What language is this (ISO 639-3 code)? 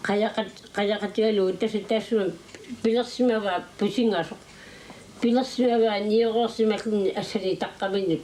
kal